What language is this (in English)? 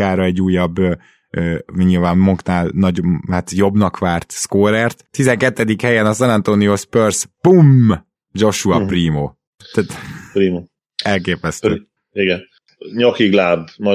Hungarian